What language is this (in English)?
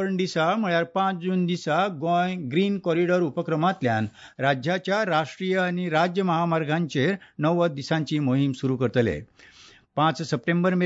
Konkani